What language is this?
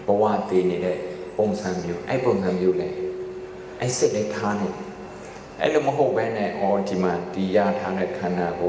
Burmese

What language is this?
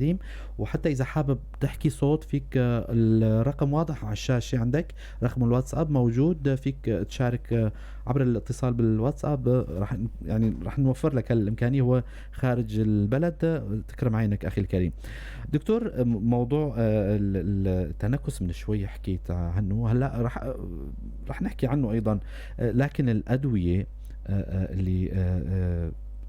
North Levantine Arabic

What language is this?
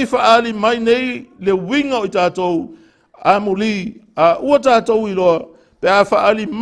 Samoan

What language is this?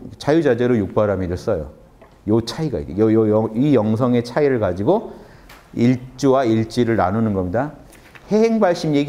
Korean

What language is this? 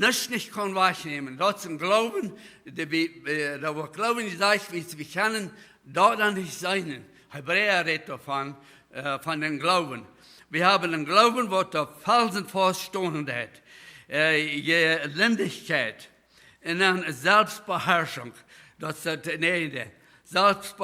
Plautdietsch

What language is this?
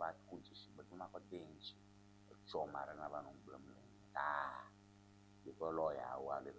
Ewe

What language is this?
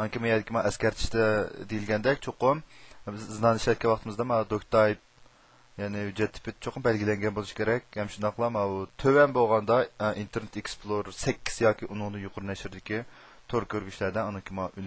Uyghur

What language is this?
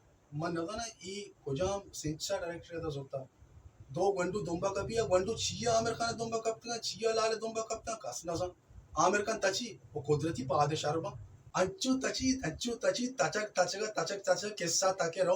Baluchi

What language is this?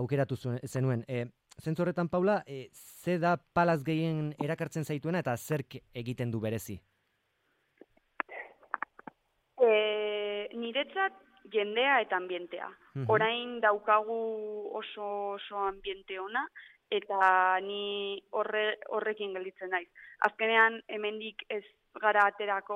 Basque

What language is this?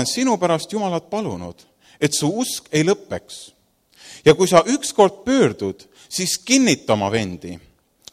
Estonian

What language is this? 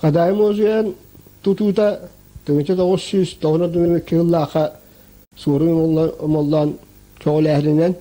Yakut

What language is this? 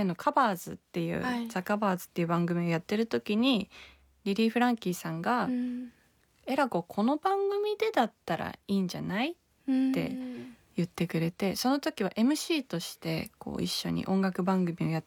Japanese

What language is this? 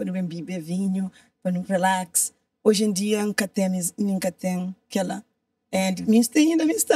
Kabuverdianu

